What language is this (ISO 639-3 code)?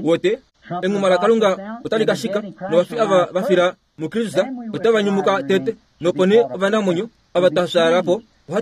kua